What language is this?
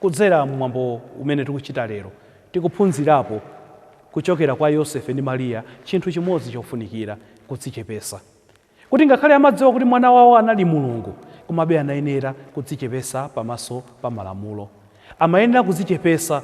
Nyanja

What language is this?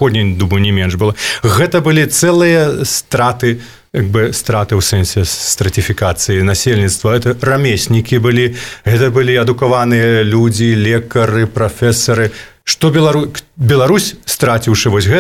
Belarusian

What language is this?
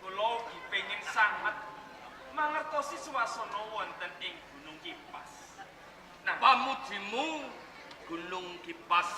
Javanese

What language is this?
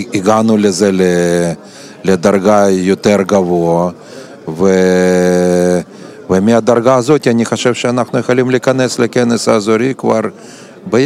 Hebrew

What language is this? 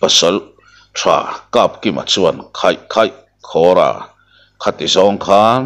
Mizo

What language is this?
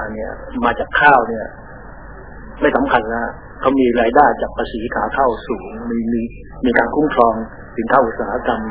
Thai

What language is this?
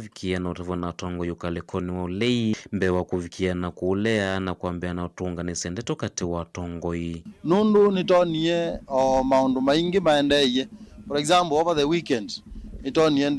Kamba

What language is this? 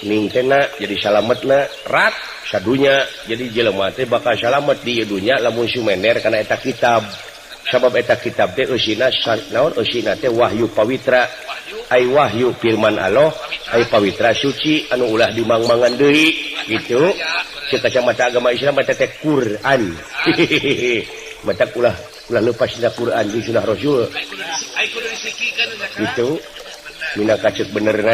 Sundanese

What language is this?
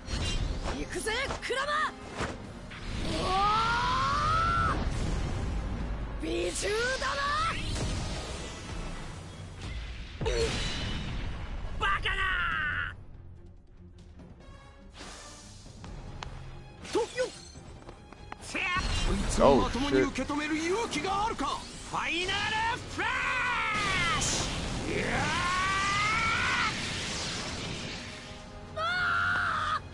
Japanese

